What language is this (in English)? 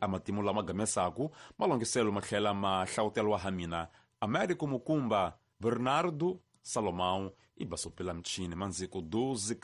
Tsonga